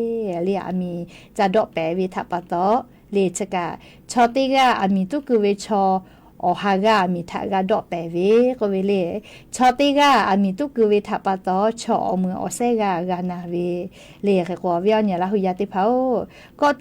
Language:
Lahu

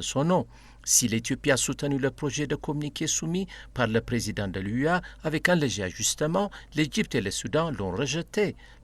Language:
French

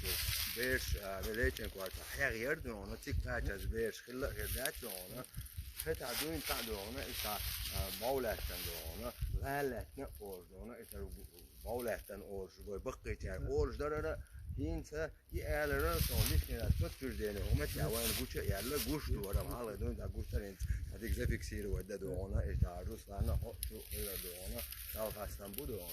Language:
Chechen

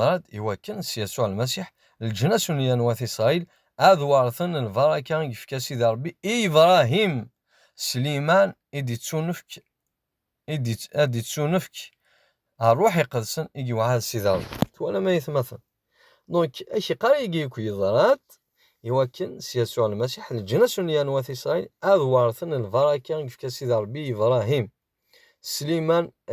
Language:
Kabyle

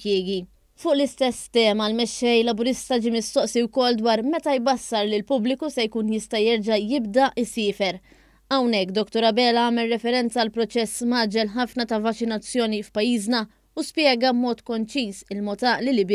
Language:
Maltese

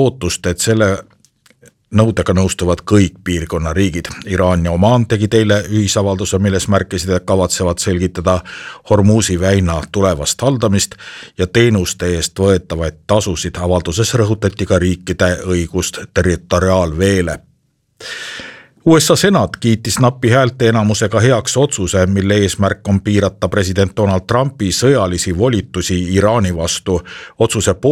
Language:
Estonian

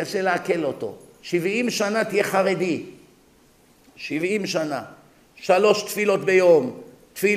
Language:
Hebrew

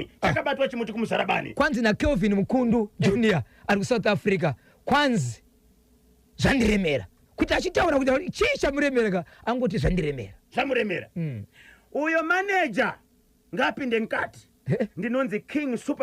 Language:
Shona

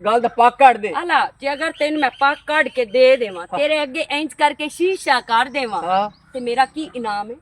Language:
Western Panjabi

